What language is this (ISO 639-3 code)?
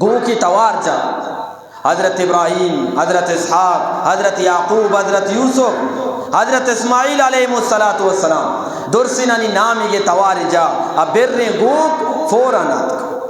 bgp